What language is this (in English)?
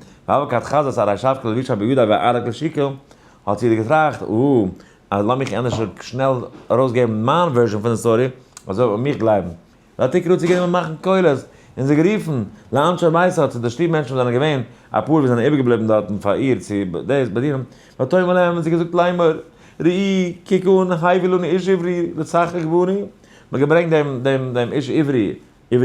Yiddish